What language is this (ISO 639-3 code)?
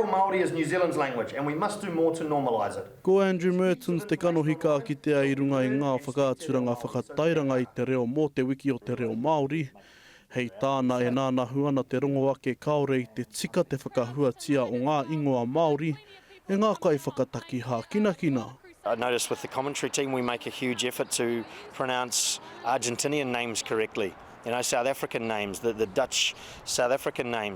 mri